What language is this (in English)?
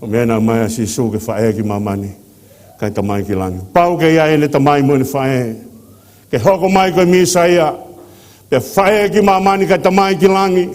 Tongan